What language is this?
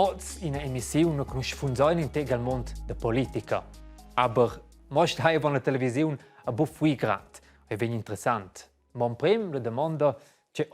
Romansh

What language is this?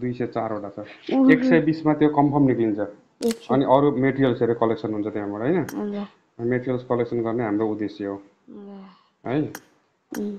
Nepali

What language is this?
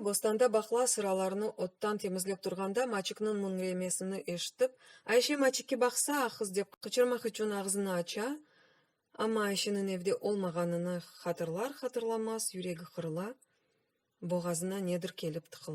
Crimean Tatar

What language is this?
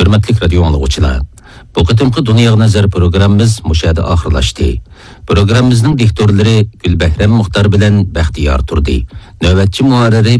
Uyghur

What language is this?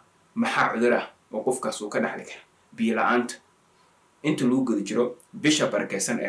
Somali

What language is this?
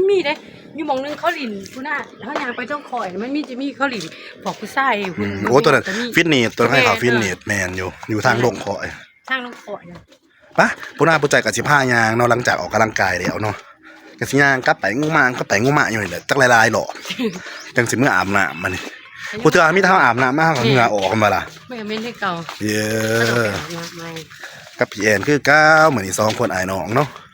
Northeastern Thai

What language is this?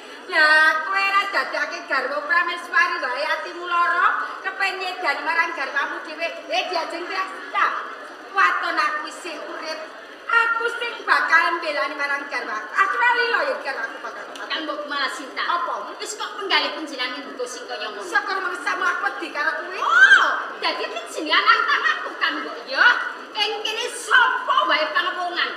Javanese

